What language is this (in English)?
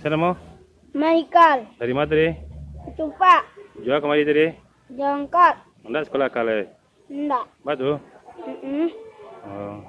Minangkabau